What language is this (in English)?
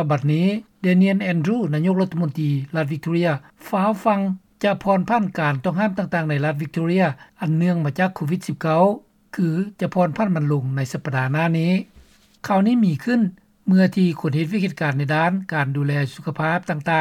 Lao